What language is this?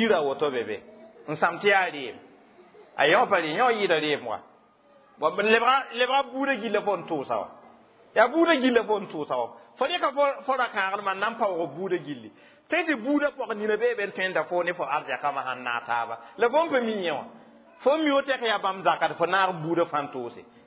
Mossi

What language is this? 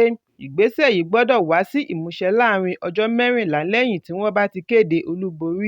Yoruba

